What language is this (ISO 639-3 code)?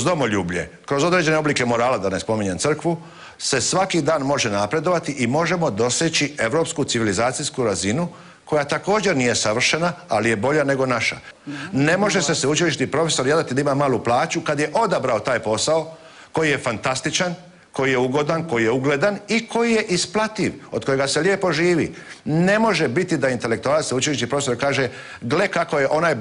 hrv